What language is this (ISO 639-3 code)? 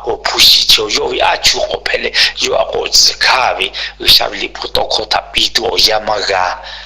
lhu